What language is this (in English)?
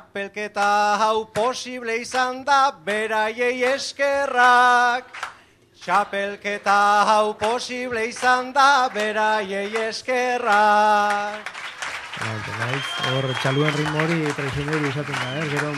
Basque